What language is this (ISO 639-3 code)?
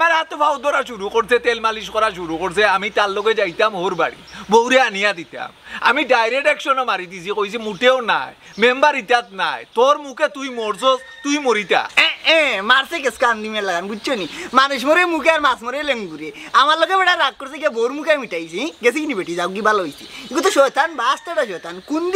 syl